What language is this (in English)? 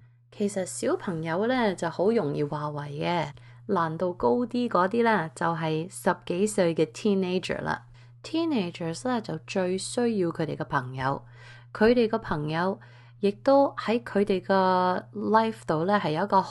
Cantonese